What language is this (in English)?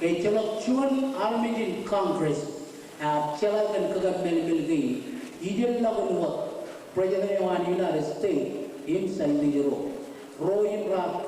Marshallese